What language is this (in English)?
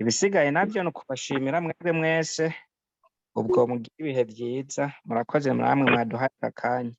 Rundi